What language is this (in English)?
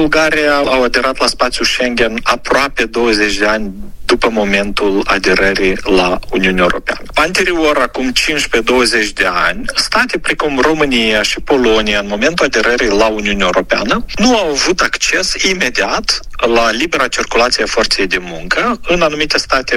Romanian